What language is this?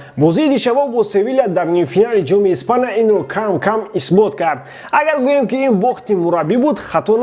Tajik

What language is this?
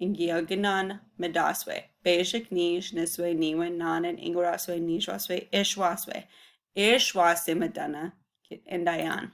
Chippewa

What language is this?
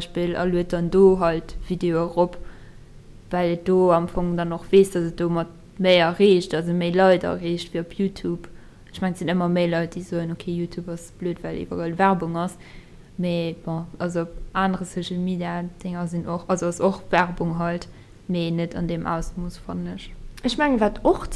Luxembourgish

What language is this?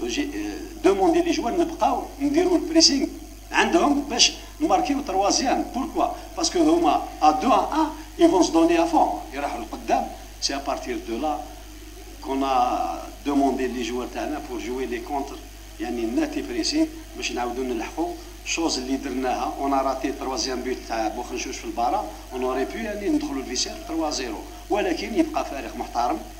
Algerian Arabic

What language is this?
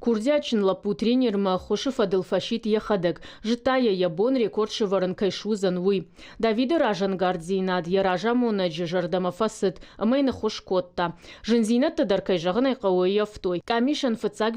Ossetic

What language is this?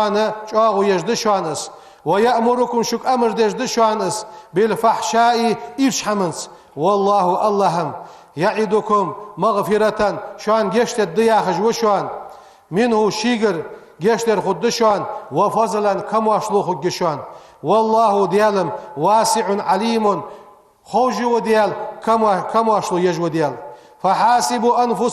Ingush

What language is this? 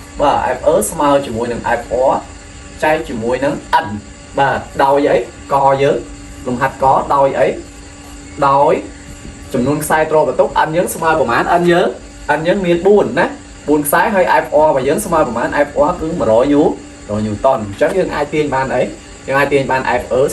Khmer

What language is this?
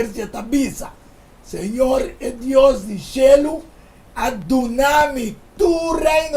Papiamento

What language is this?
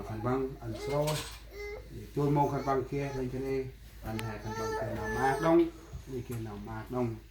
Central Mnong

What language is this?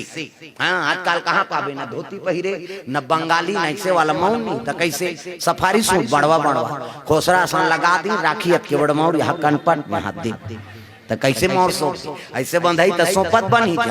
Chhattisgarhi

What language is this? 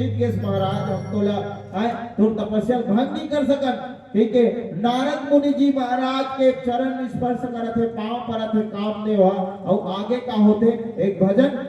Chhattisgarhi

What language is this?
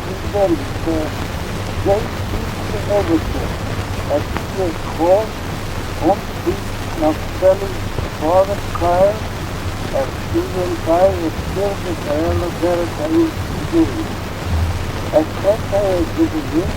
Manx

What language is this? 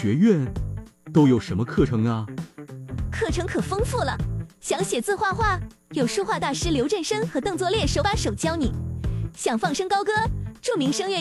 Chinese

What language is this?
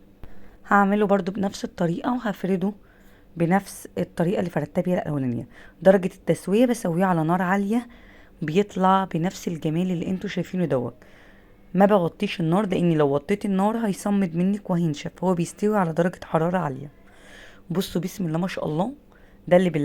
Egyptian Arabic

